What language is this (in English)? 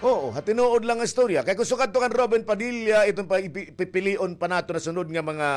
Waray